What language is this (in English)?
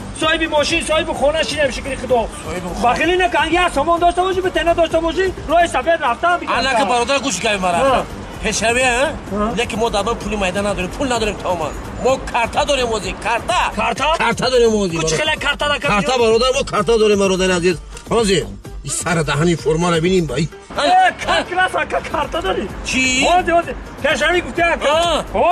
Tajik